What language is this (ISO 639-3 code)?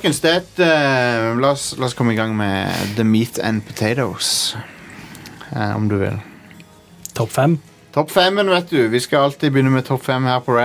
nor